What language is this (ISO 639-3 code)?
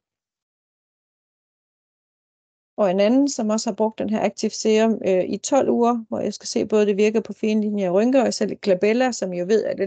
dan